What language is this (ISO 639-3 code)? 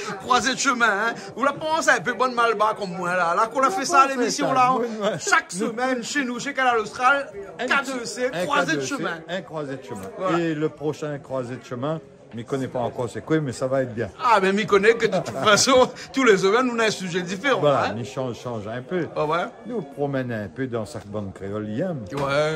rcf